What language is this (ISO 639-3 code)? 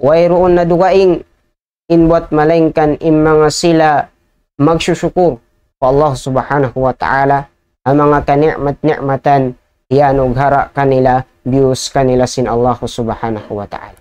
tsg